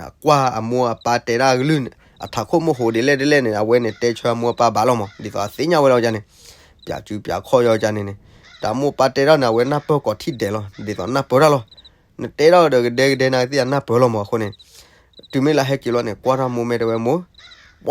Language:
S'gaw Karen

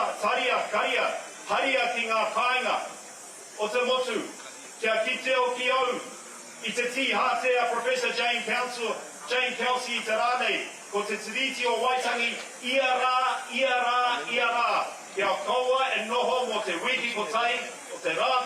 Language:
Māori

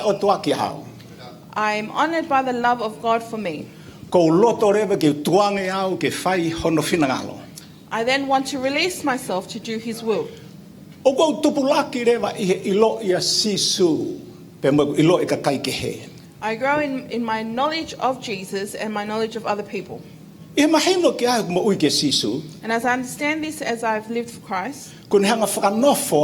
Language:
Tongan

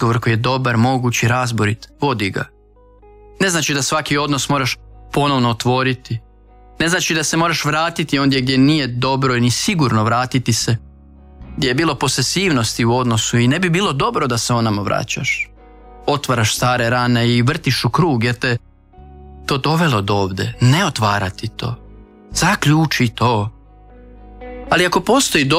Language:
Croatian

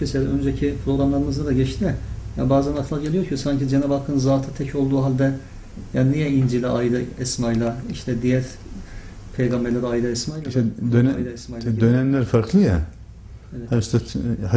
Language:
Turkish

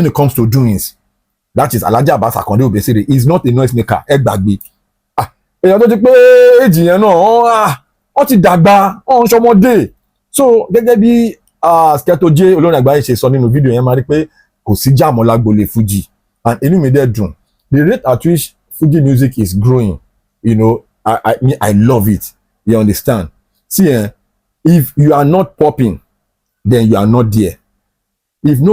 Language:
Yoruba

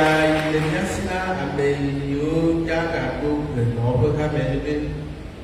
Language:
Ewe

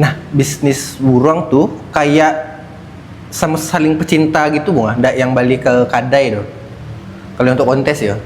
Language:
Minangkabau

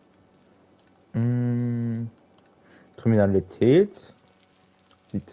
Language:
German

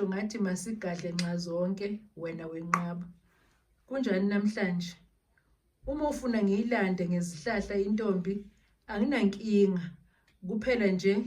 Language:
Zulu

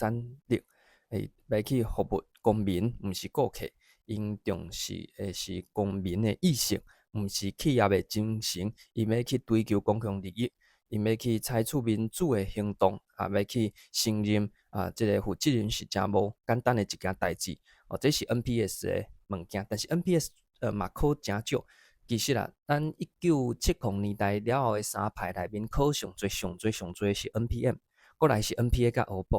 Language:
Min Nan Chinese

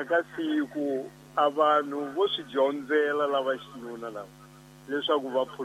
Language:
Tsonga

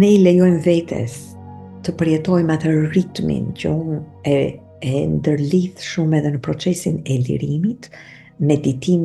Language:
Albanian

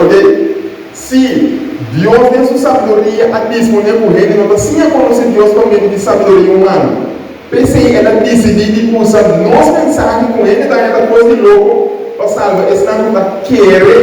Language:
Papiamento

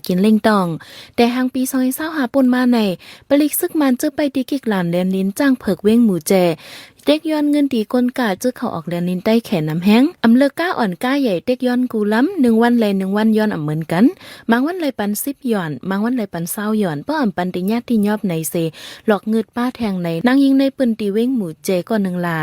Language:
Shan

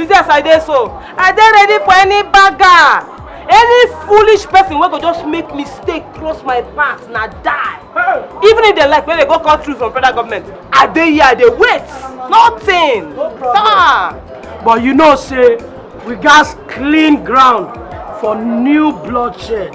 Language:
Nigerian Pidgin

